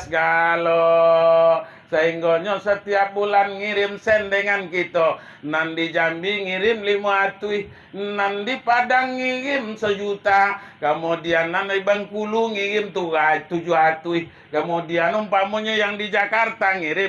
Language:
Minangkabau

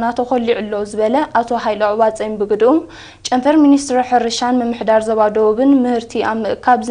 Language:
Tigrinya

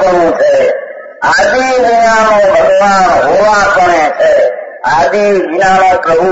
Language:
Gujarati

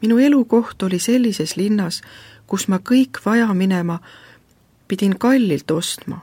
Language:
Estonian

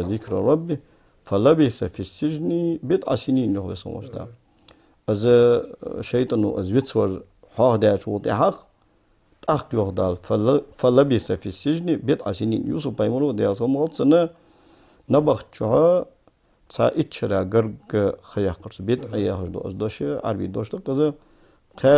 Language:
Ingush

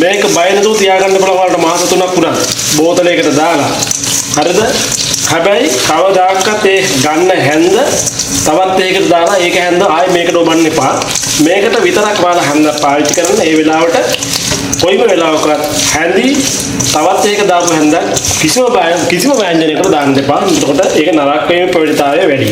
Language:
Sinhala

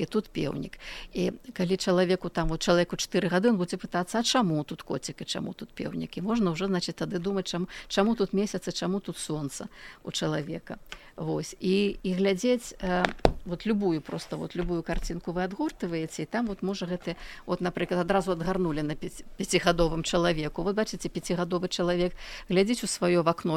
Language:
Belarusian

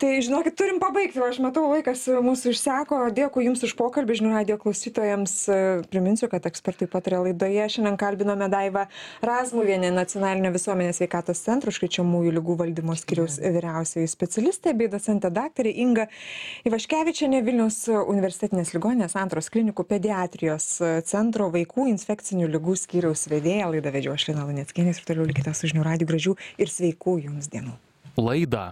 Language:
Lithuanian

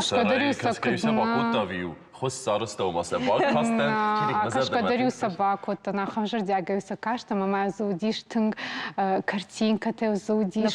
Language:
Ossetic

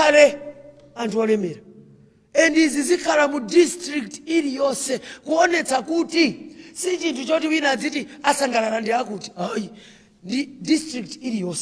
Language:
Nyanja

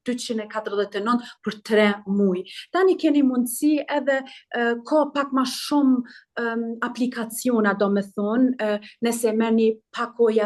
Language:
Albanian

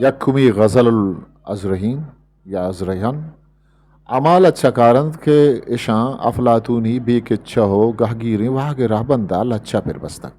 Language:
Eastern Balochi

